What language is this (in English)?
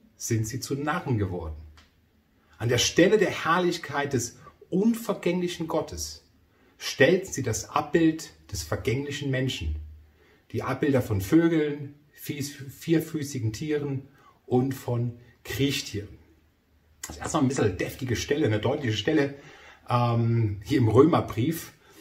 German